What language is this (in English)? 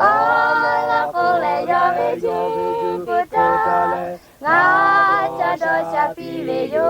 Lahu